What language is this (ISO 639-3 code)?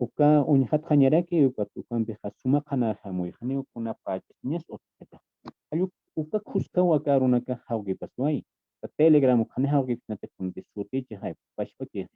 aym